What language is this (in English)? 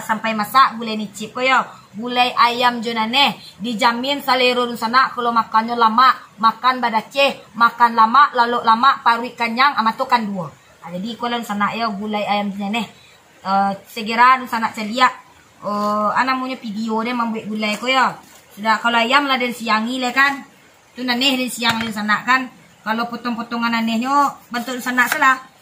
Minangkabau